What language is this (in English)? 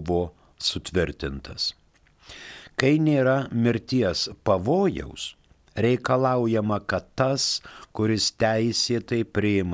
Lithuanian